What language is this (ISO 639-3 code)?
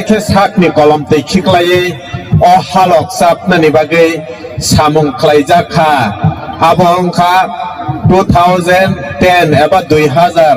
trp